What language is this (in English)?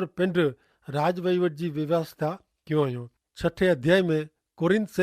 Kachhi